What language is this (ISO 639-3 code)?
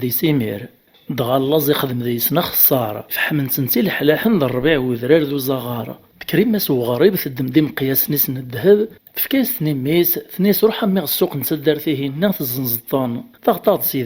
kab